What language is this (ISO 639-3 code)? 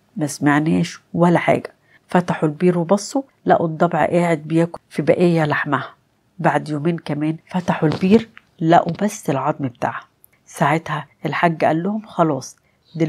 arz